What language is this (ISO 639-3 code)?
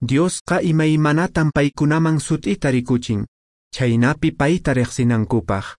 que